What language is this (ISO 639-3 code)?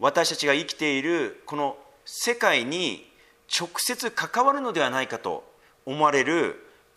jpn